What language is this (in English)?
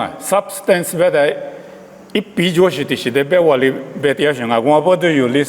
Lisu